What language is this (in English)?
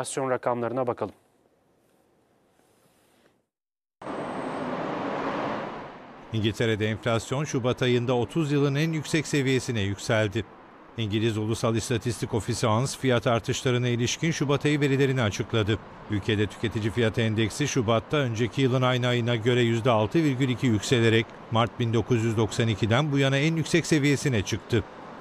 Turkish